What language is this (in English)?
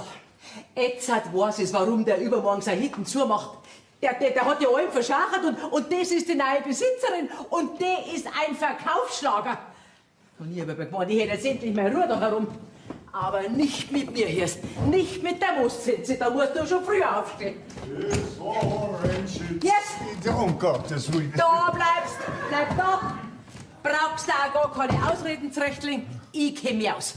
Bavarian